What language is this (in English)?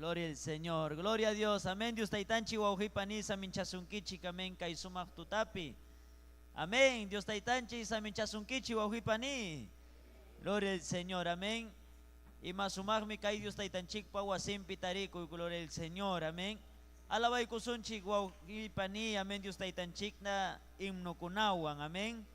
Ayacucho Quechua